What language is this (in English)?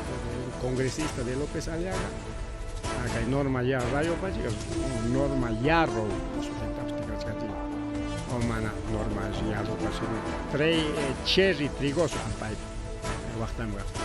Ayacucho Quechua